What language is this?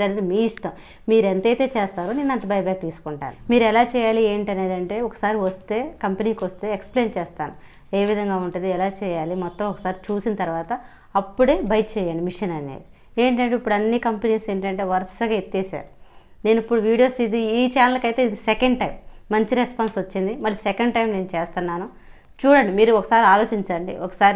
Telugu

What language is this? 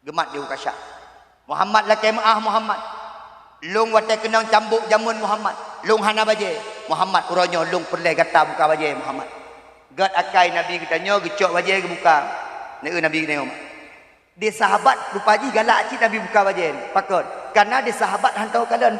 Achinese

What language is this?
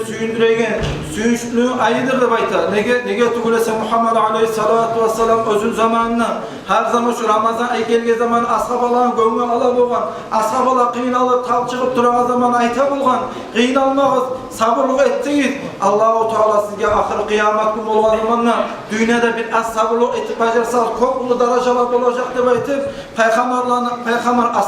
Kumyk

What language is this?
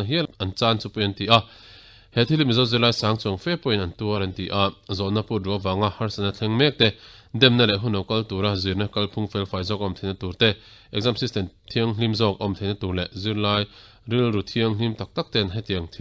Mizo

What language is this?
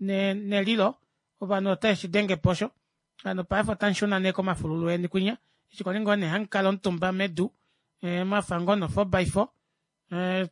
Kuanyama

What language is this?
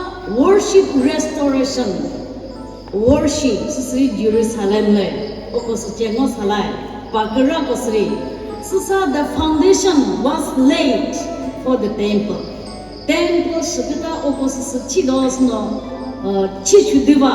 Chokri Naga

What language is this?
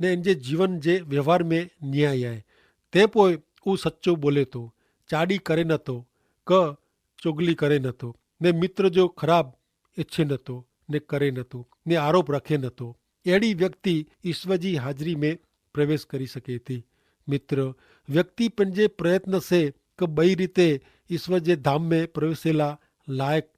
Kachhi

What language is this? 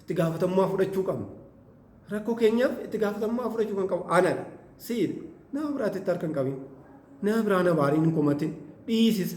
Oromo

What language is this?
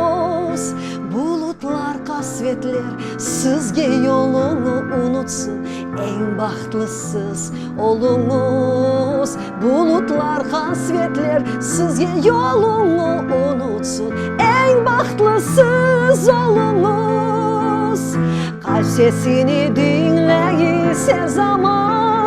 Crimean Tatar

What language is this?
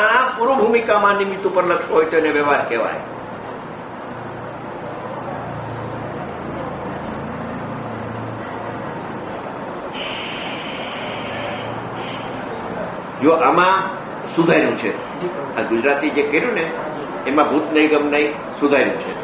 Gujarati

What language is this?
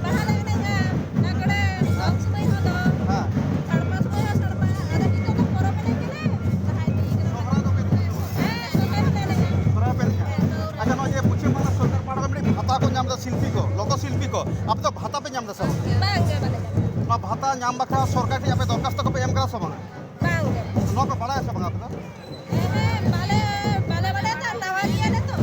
Santali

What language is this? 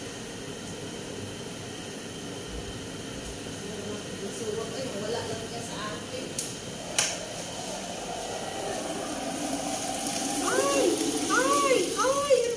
Filipino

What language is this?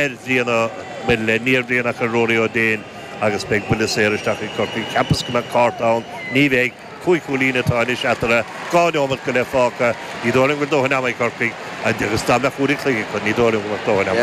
Irish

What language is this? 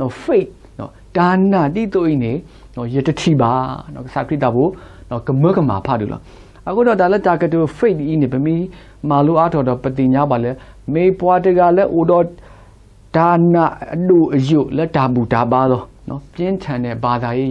S'gaw Karen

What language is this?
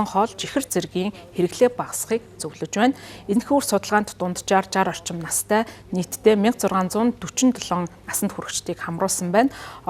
Mongolian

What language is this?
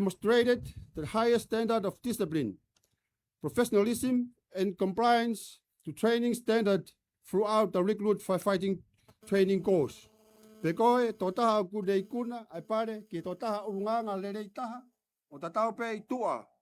Tongan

